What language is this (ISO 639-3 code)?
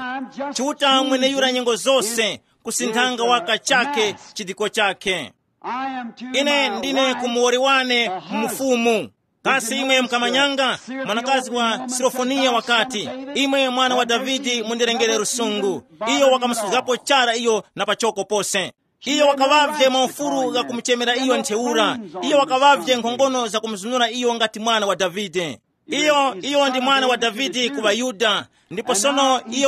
tum